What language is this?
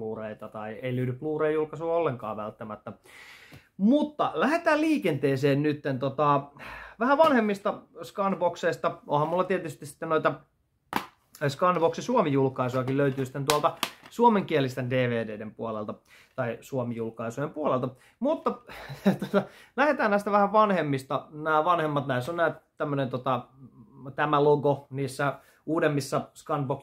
Finnish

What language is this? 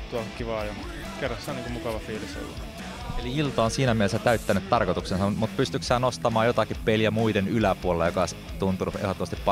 Finnish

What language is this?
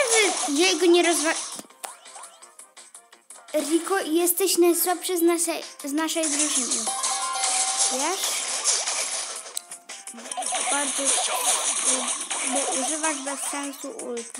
Polish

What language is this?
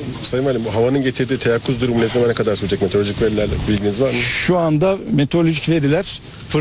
Turkish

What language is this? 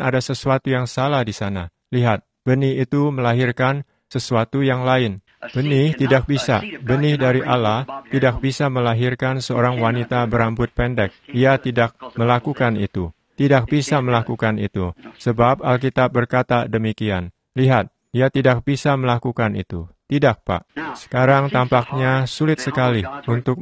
Indonesian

